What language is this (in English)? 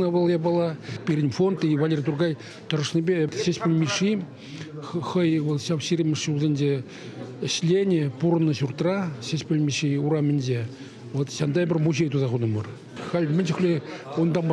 Chuvash